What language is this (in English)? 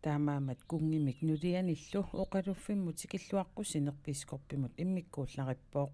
Kalaallisut